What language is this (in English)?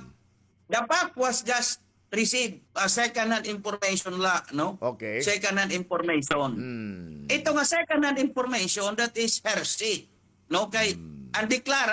Waray